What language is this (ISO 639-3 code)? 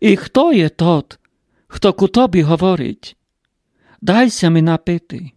rue